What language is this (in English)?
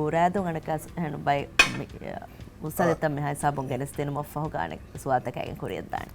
Divehi